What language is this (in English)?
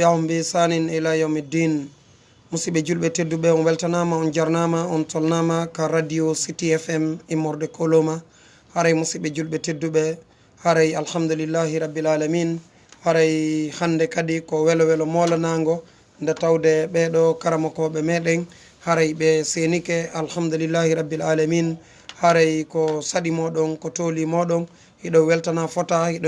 Fula